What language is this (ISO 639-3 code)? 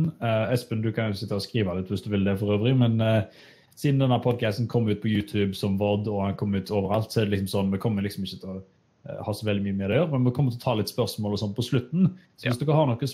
nor